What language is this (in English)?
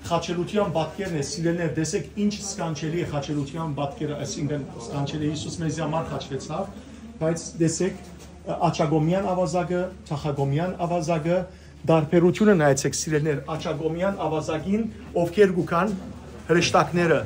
Western Armenian